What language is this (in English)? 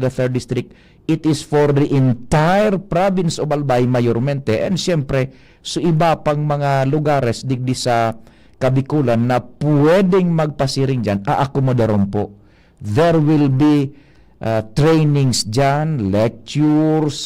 Bikol